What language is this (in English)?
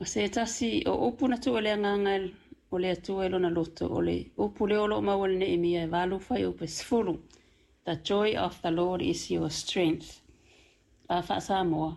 Samoan